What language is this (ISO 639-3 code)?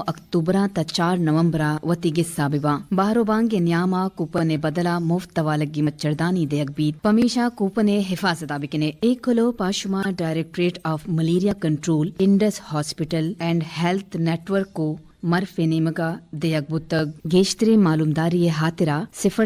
bgp